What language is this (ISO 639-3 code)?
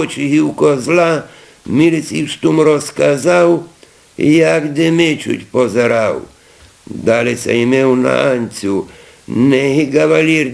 rue